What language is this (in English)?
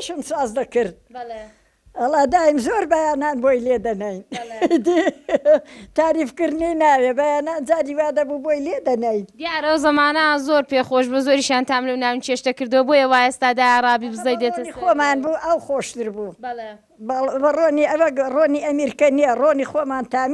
Central Kurdish